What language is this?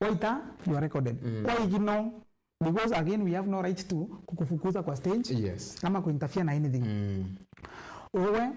Meru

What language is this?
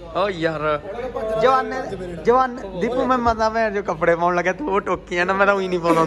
Punjabi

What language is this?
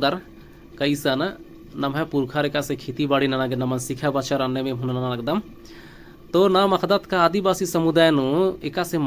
Kurukh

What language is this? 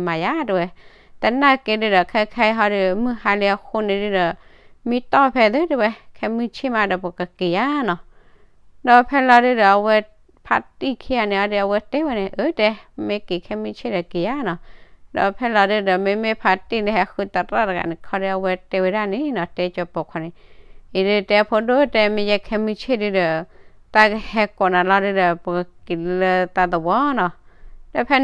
S'gaw Karen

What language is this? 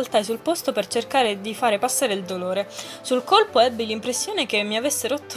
Italian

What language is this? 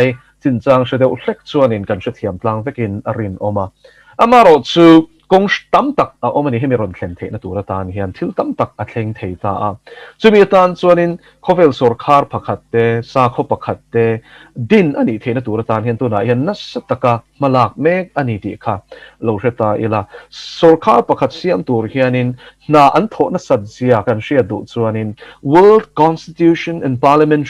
Mizo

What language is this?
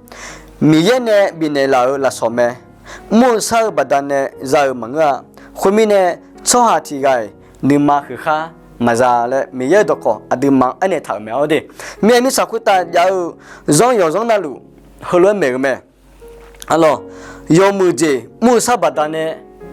Akha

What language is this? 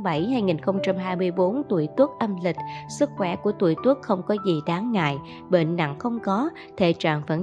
Vietnamese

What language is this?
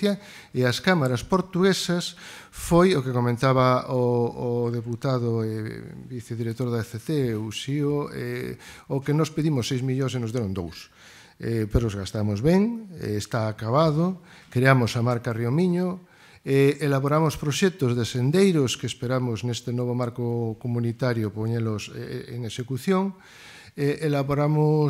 Galician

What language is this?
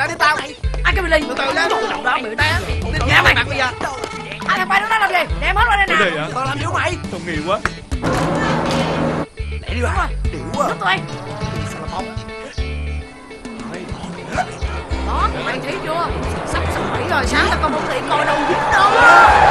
Vietnamese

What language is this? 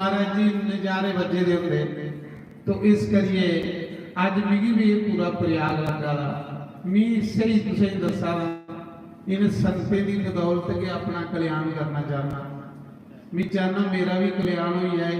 Dogri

